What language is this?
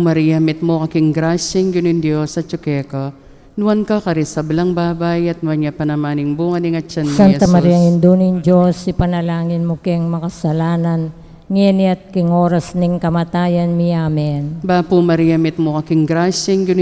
Pampanga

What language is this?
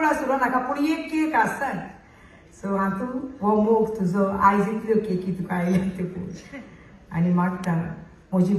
Konkani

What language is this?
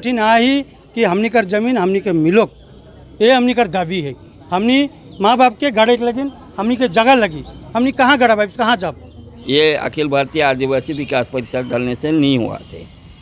Sadri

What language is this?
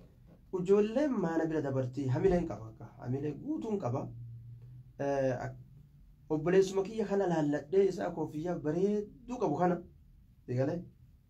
Oromo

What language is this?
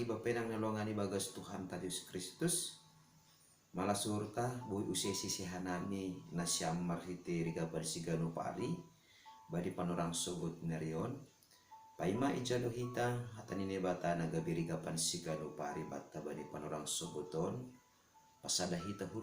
Batak Simalungun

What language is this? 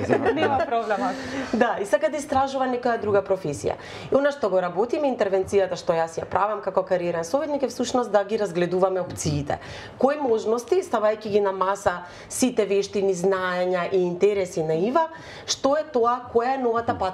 Macedonian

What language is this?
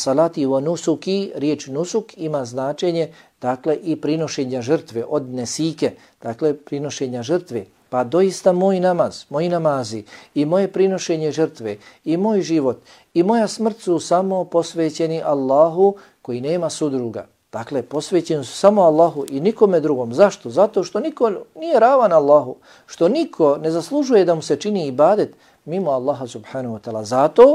Bosnian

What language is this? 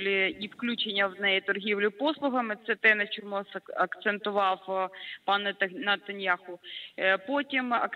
Ukrainian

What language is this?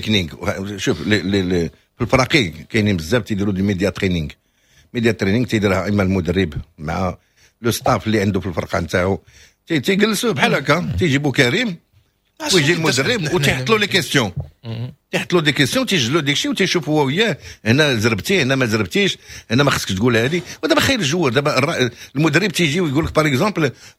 Moroccan Arabic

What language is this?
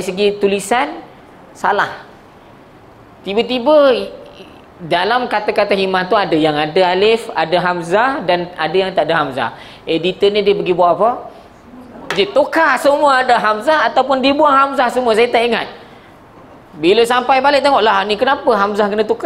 Malay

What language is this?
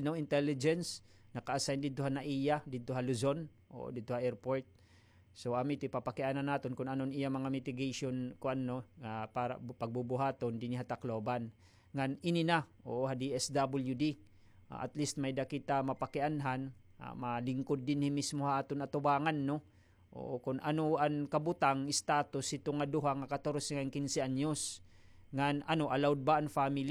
Waray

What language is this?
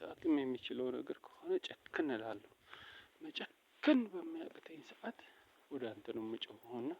Amharic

